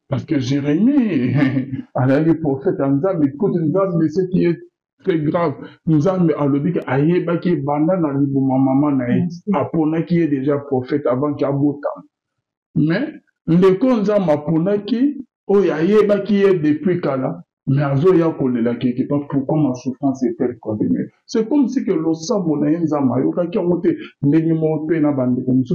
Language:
Lingala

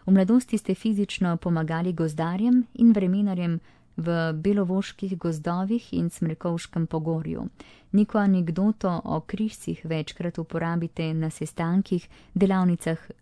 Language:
Slovenian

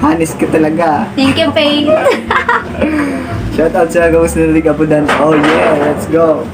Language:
Bikol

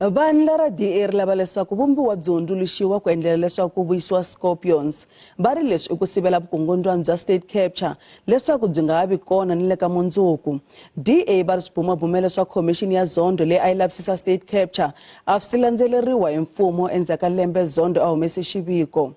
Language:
Tsonga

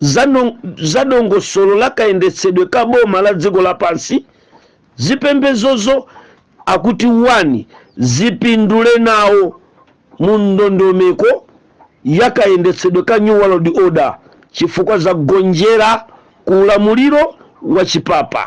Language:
Nyanja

